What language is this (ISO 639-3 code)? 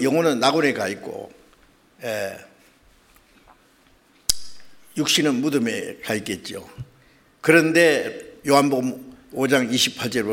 kor